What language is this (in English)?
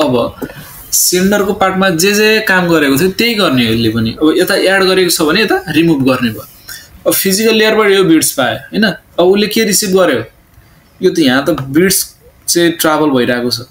Nepali